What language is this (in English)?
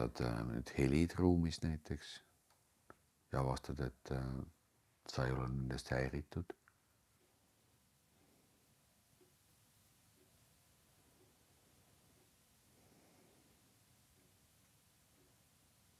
Estonian